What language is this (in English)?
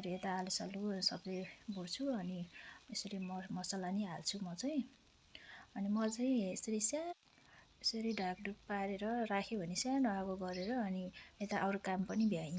Nepali